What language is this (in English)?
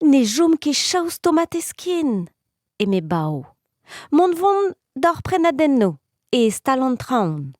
Breton